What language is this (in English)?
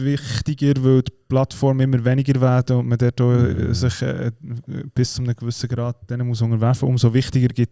Swiss German